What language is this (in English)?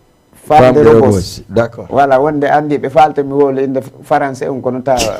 Fula